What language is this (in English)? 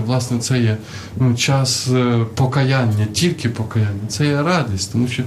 Ukrainian